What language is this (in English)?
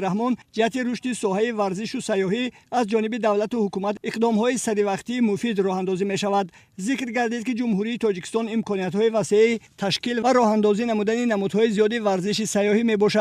Tajik